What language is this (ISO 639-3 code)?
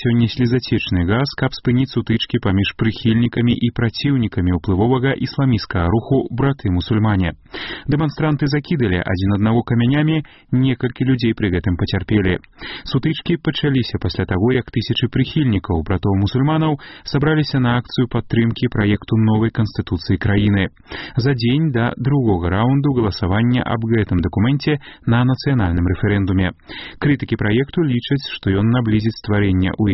bel